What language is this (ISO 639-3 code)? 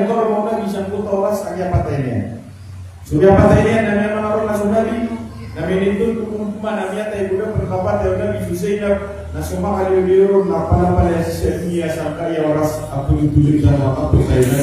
mrw